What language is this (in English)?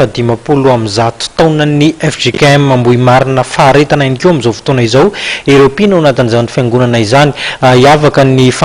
Malagasy